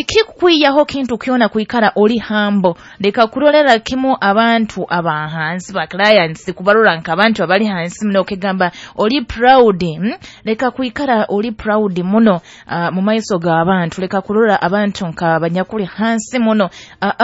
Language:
Nyoro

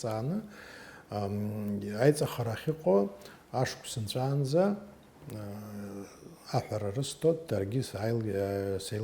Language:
Abkhazian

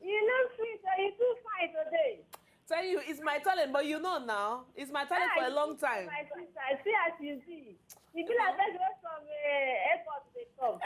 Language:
Nigerian Pidgin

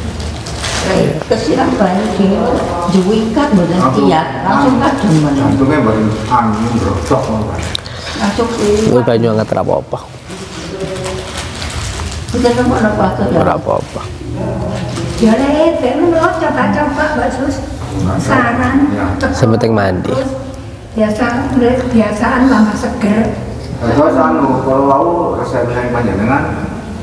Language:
Javanese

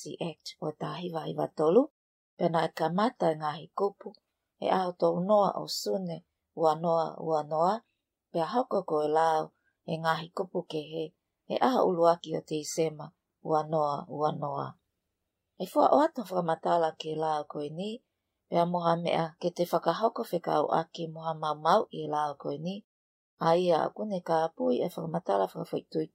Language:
Tongan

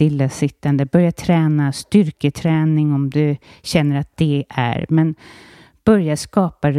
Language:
Swedish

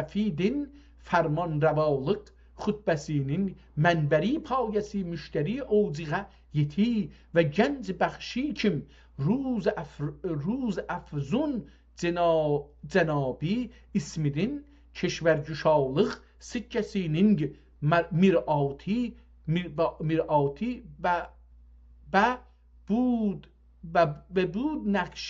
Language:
South Azerbaijani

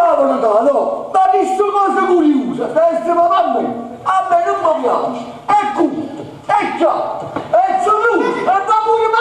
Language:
Neapolitan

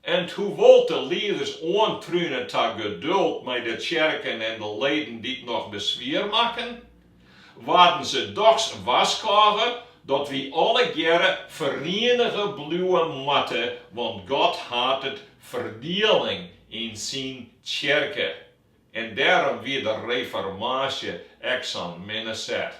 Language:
Western Frisian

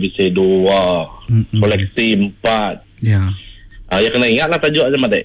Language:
Iban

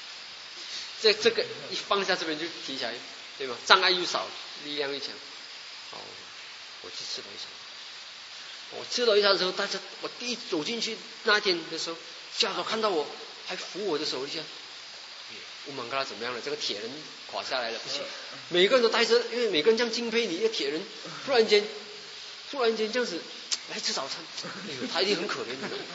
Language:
Chinese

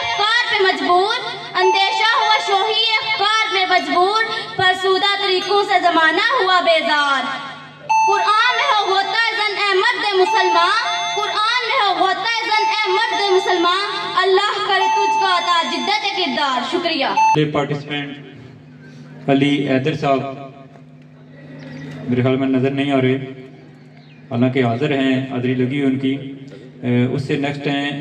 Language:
Urdu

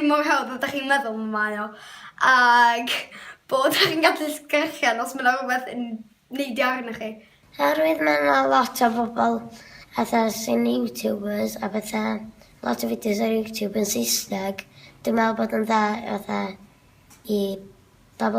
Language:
Welsh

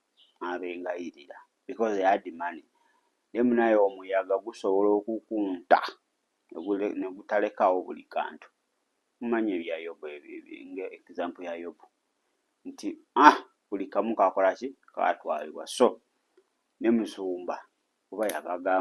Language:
Ganda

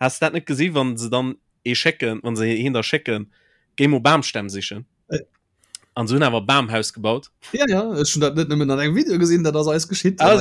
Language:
Luxembourgish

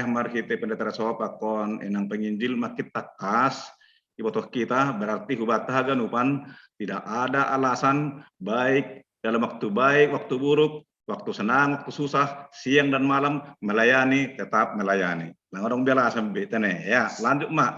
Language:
Batak Simalungun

